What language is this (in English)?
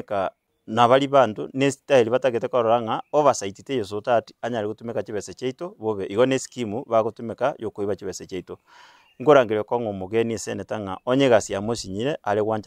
Gusii